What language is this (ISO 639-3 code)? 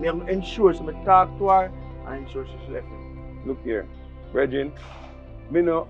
jam